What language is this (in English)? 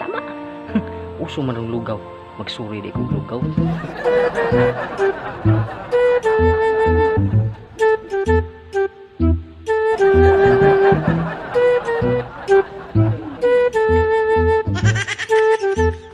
Cebuano